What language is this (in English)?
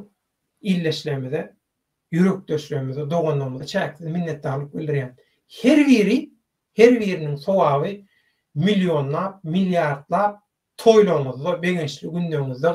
Turkmen